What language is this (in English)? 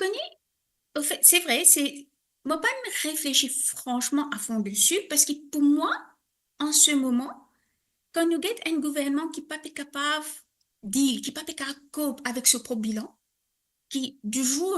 Morisyen